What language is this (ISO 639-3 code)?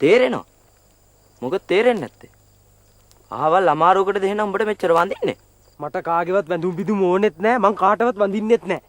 sin